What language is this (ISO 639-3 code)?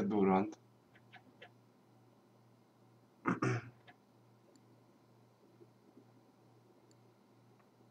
hun